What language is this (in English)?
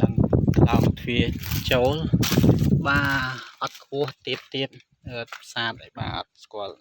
Khmer